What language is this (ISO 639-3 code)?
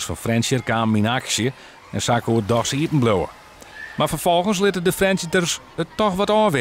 fry